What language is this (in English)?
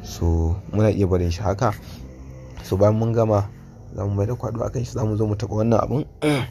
Hausa